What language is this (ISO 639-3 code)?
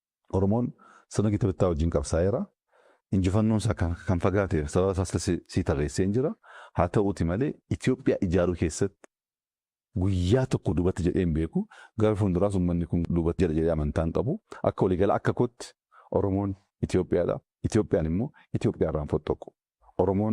orm